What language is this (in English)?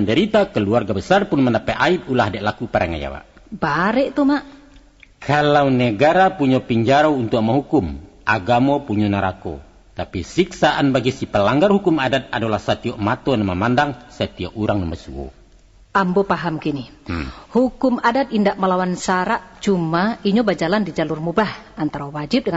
Minangkabau